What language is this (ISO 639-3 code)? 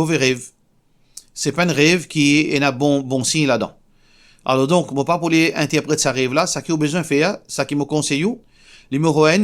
mfe